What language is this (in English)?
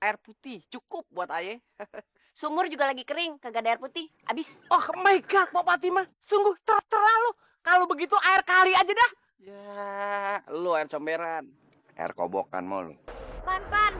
Betawi